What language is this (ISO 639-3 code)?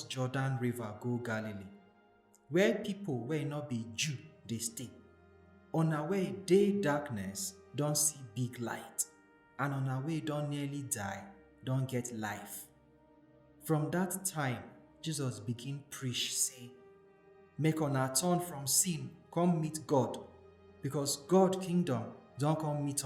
pcm